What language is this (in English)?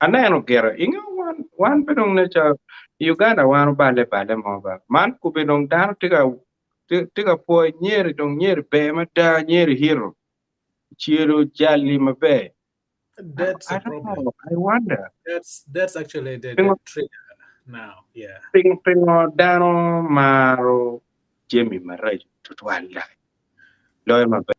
Acoli